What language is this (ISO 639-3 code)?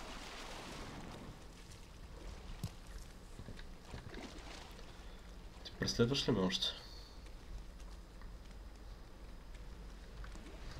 bul